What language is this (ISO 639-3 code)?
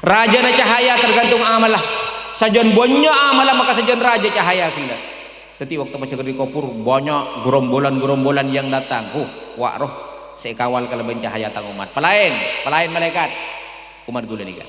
mad